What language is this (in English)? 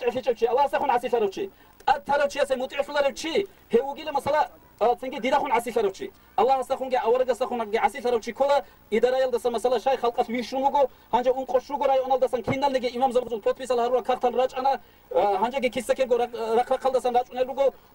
Avaric